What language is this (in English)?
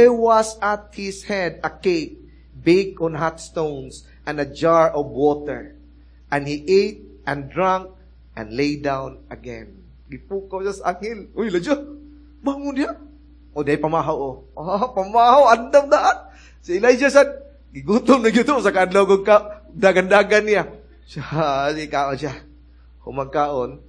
Cebuano